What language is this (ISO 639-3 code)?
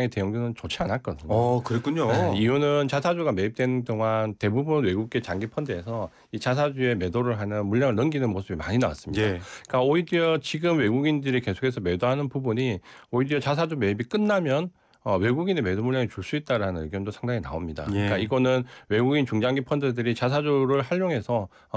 kor